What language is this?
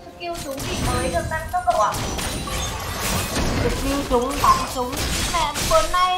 Vietnamese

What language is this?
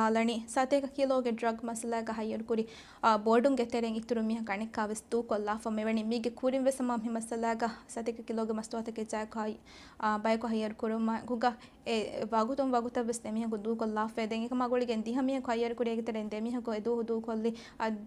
Divehi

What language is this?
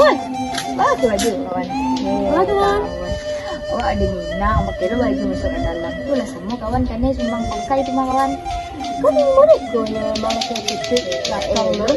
Minangkabau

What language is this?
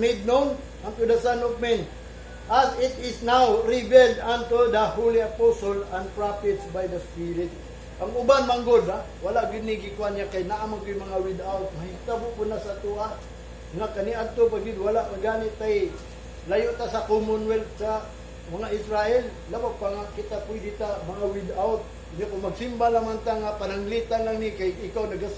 Cebuano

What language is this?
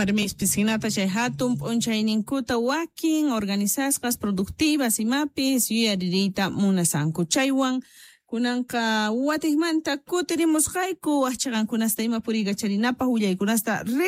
Quechua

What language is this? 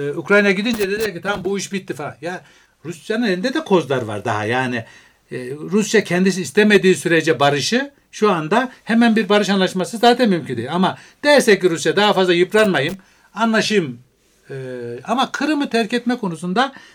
Turkish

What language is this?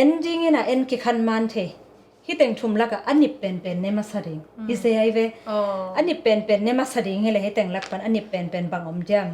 Tedim Chin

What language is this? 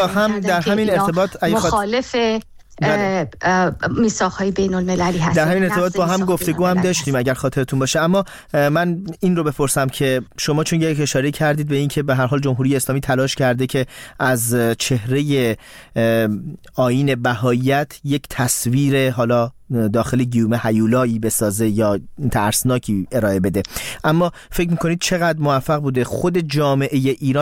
Persian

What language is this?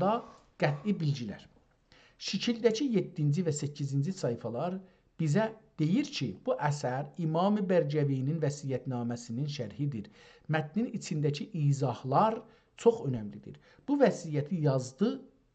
South Azerbaijani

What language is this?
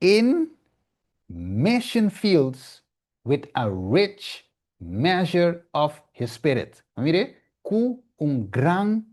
Papiamento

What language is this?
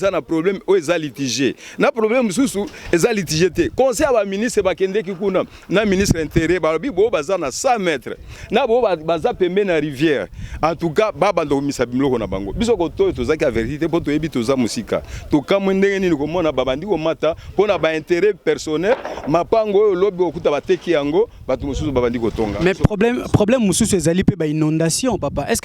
Lingala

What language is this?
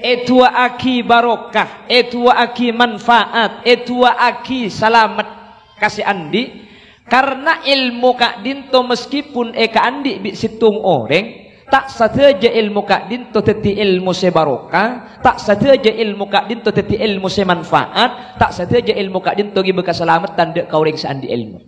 Madurese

